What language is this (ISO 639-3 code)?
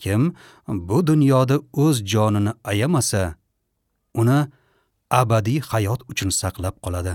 uzb